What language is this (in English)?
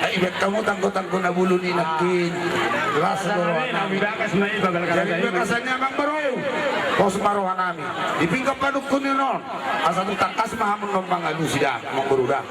Batak Toba